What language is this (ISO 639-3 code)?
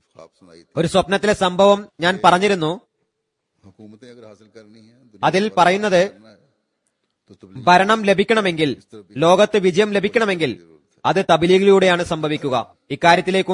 mal